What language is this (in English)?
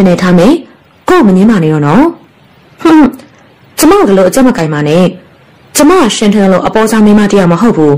Burmese